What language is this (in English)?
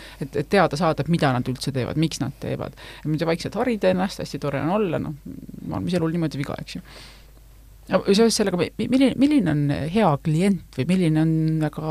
Estonian